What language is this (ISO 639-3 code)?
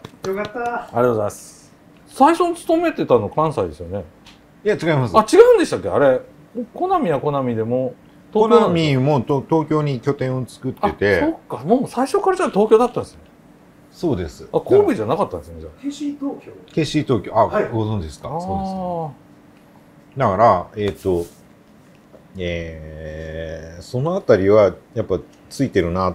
jpn